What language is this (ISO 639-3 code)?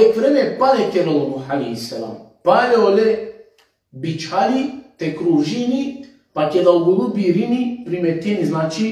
rmn